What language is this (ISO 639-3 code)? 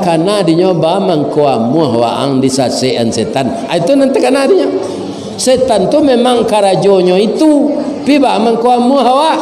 min